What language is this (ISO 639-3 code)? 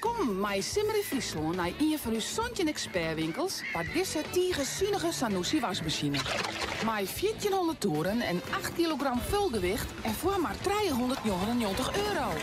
fry